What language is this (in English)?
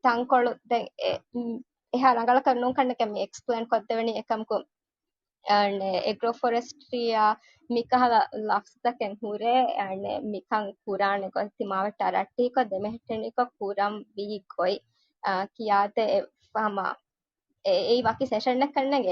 Divehi